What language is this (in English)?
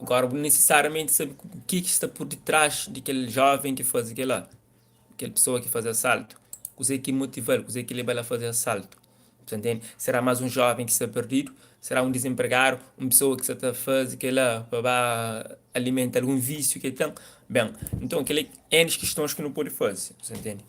Kabuverdianu